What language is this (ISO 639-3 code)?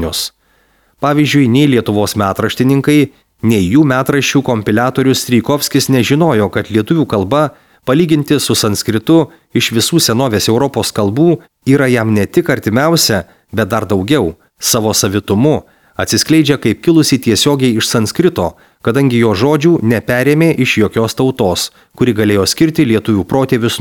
lit